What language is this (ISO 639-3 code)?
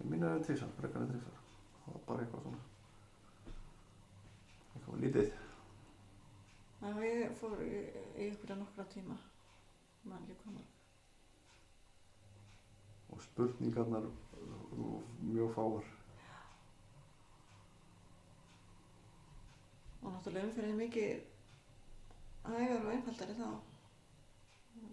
isl